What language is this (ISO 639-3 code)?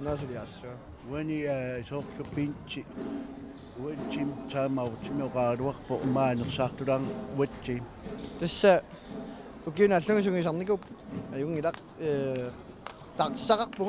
kal